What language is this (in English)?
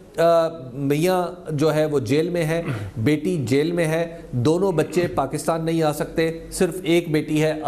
Urdu